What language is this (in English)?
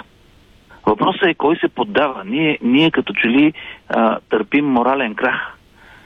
Bulgarian